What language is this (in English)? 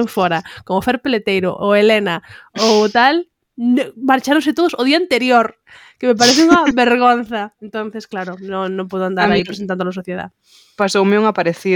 Galician